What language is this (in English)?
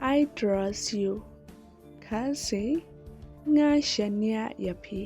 Khasi